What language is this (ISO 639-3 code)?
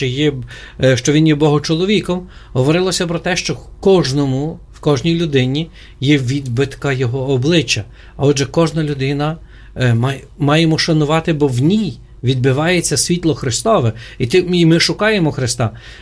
ukr